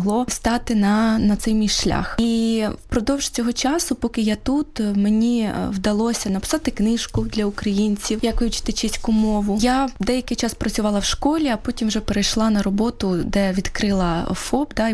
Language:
Ukrainian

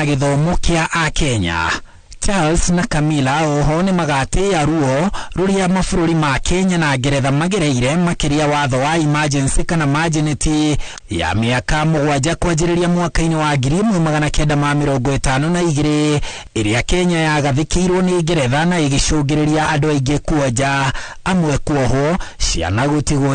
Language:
Kikuyu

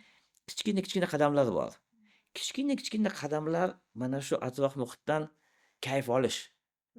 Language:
Uzbek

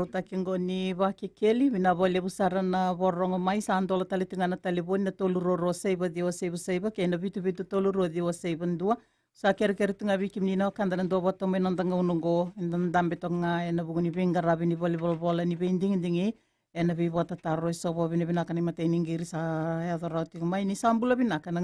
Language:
Fijian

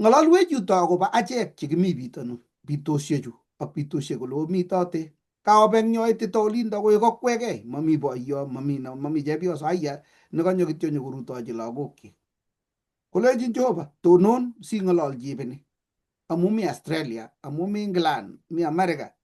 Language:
Kalenjin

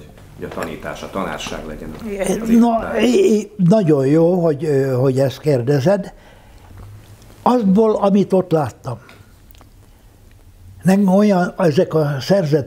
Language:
Hungarian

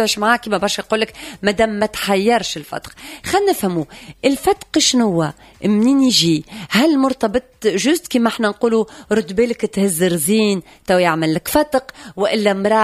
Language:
Tunisian Arabic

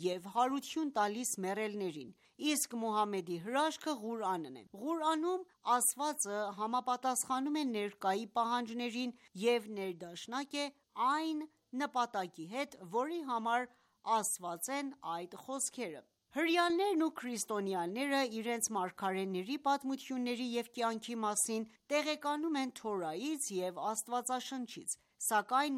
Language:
Armenian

